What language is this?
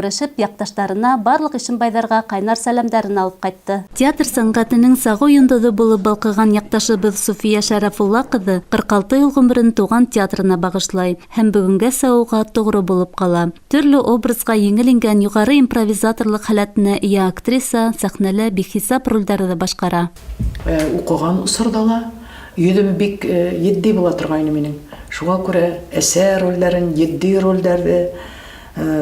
Bashkir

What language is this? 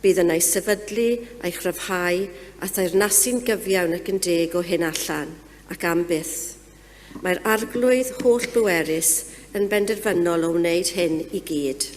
Welsh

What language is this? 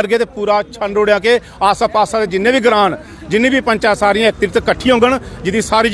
Dogri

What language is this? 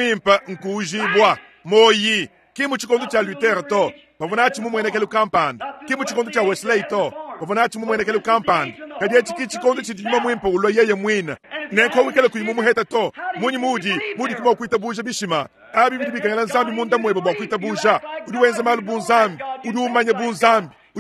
Luba-Lulua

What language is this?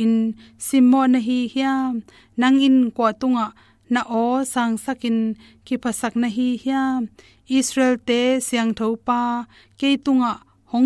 Tedim Chin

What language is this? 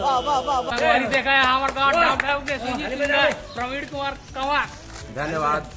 Chhattisgarhi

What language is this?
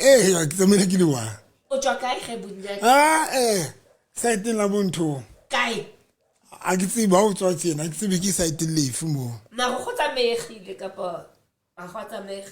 Southern Sotho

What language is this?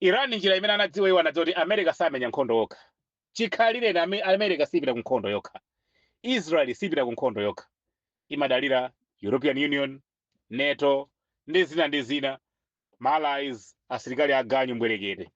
Nyanja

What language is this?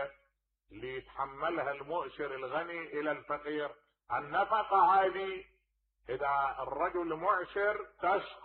Mesopotamian Arabic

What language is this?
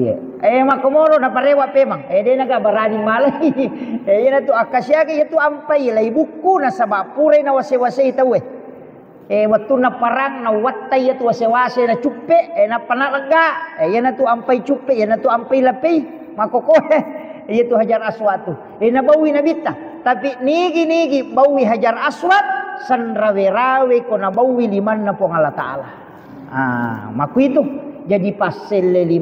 Buginese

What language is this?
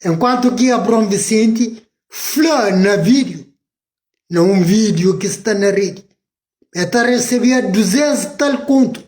Kabuverdianu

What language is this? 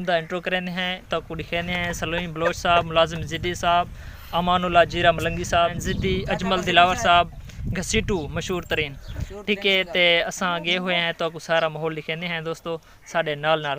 Saraiki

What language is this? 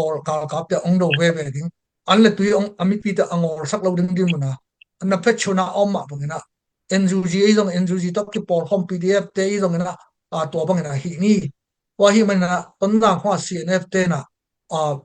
Tedim Chin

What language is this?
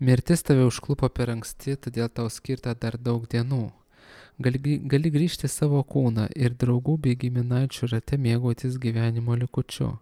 Lithuanian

